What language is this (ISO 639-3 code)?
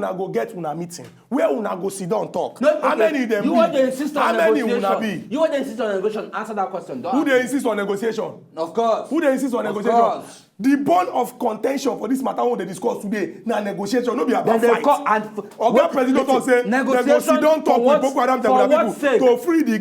pcm